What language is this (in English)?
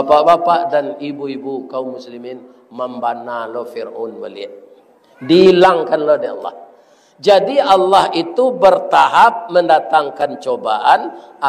Minangkabau